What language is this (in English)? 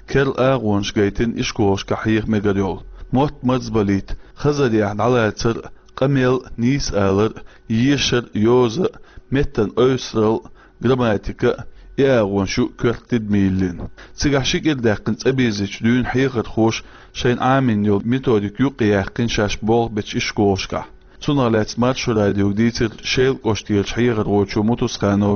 Chechen